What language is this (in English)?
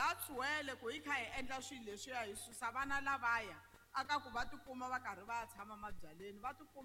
Tsonga